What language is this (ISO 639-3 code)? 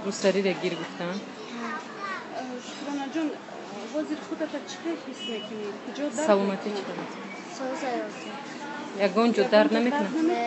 tgk